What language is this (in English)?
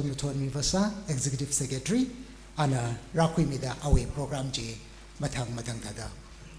Tangkhul Naga (India)